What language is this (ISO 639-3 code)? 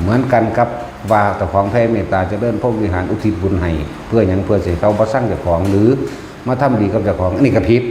tts